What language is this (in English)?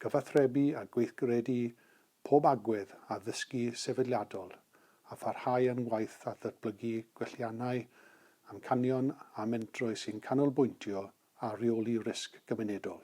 Welsh